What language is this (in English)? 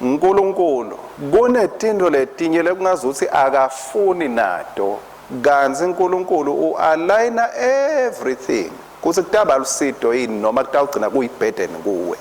Swati